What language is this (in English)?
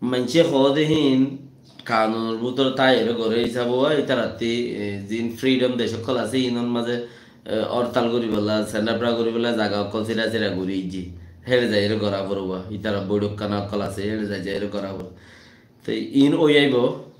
Rohingya